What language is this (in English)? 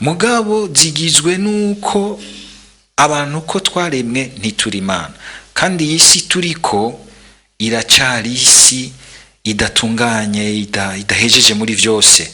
Rundi